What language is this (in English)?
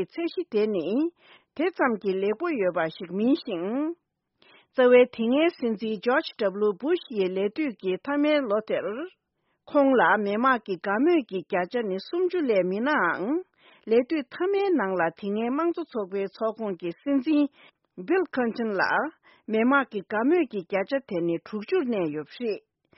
Tibetan